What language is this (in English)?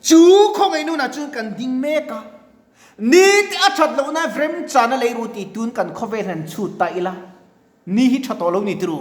Mizo